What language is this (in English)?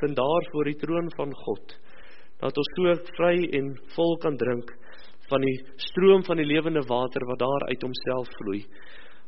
Afrikaans